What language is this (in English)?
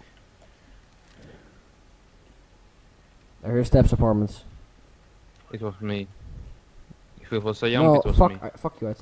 English